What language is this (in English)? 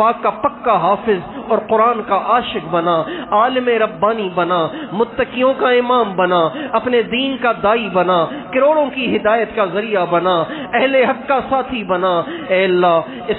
Urdu